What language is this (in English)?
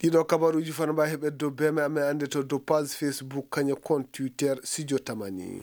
Fula